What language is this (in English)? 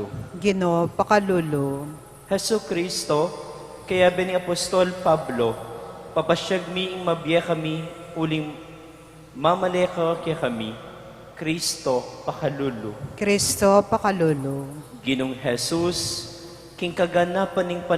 Pampanga